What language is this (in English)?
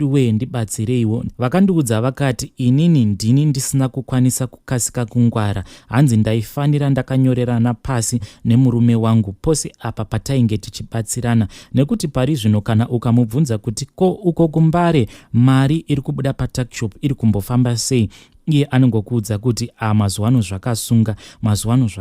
Shona